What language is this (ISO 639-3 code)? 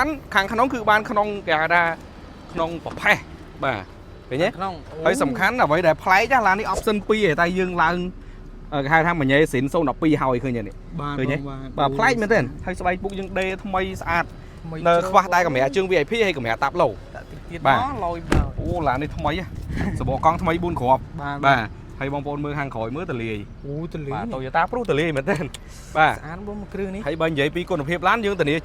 khm